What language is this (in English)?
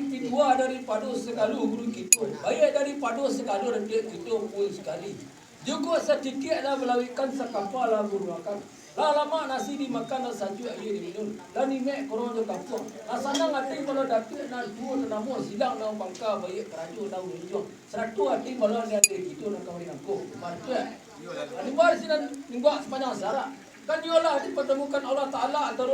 Minangkabau